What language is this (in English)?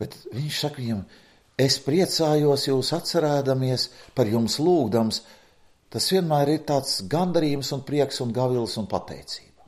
Latvian